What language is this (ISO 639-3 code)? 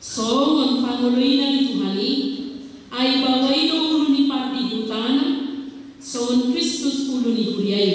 bbc